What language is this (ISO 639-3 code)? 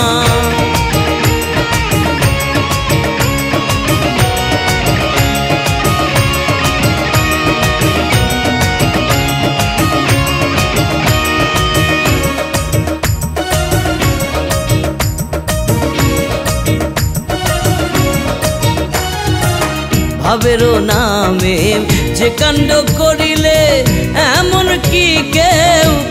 ben